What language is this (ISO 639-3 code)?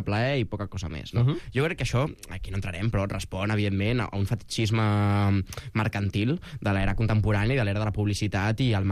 cat